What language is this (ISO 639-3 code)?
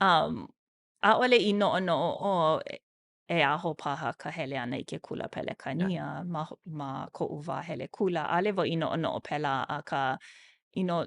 haw